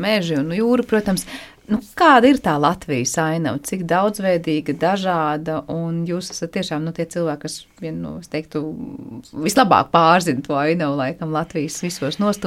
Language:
Latvian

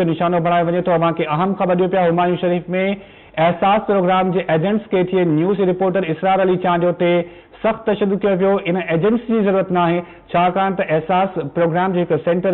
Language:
Sindhi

